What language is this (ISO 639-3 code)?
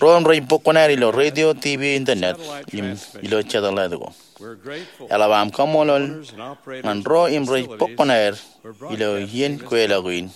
mah